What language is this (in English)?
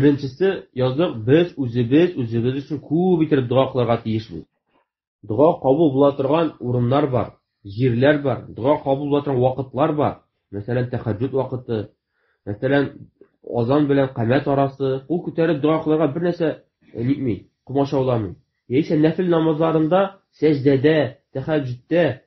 Tatar